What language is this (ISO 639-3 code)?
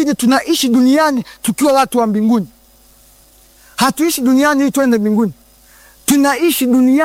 swa